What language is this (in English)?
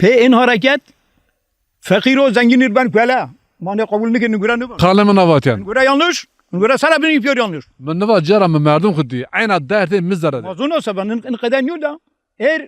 Zaza